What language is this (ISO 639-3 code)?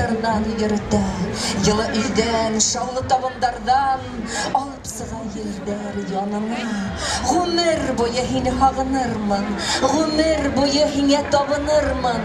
bak